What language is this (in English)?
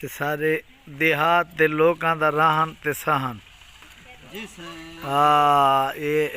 Saraiki